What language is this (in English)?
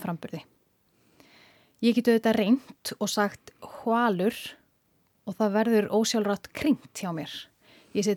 Icelandic